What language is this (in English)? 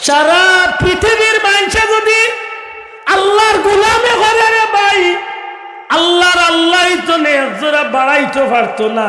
Sylheti